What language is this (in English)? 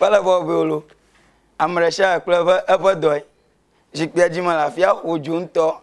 Ewe